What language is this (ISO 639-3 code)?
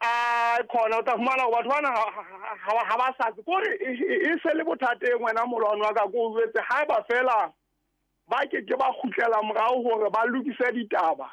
sot